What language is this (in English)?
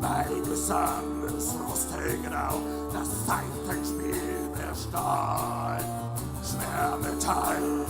Main-Franconian